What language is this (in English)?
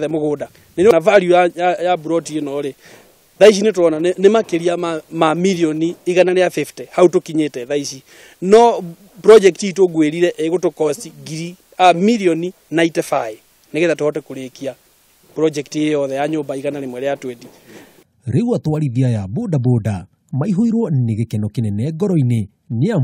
Kikuyu